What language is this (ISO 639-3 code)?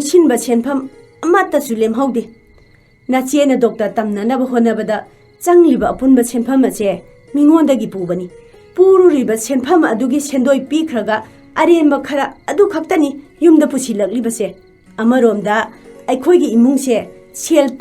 mni